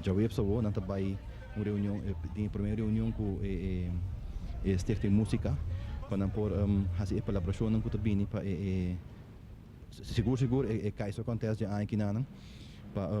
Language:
Papiamento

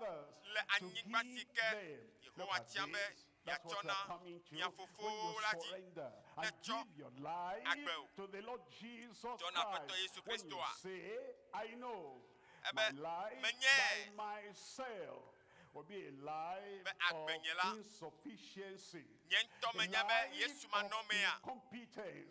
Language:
Ewe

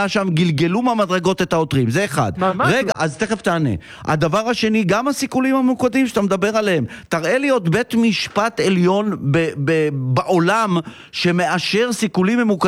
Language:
Hebrew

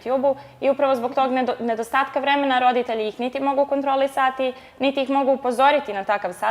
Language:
Bosnian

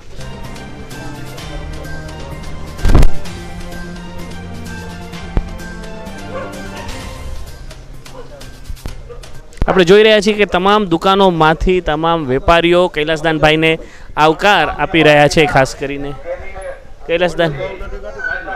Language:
Gujarati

